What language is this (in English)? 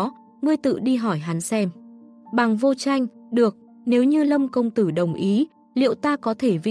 Vietnamese